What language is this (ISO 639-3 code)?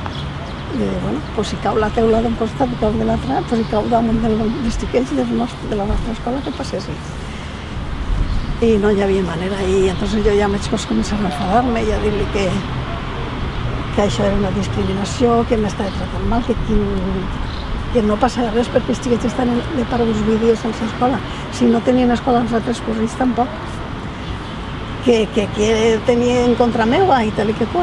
cat